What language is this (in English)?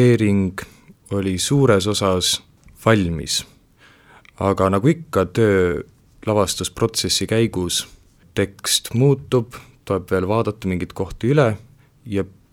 Estonian